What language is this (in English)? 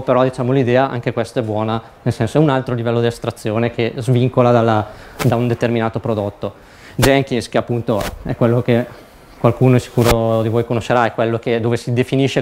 Italian